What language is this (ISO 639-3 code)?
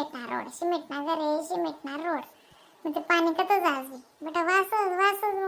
khn